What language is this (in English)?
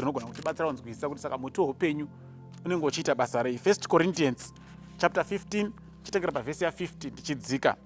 Shona